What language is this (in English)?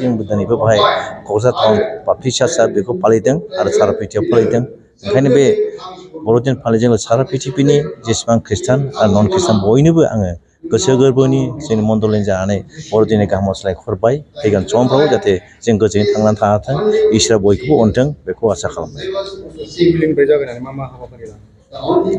Bodo